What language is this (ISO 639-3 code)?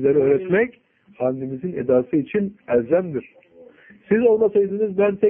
tur